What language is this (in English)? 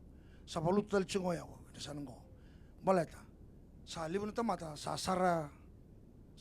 Fijian